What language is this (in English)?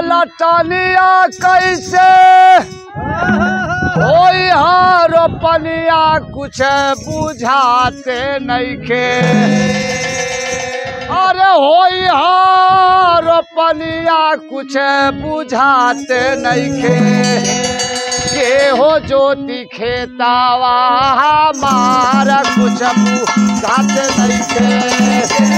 Bhojpuri